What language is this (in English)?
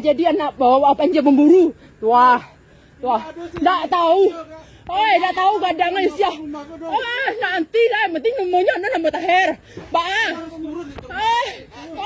Minangkabau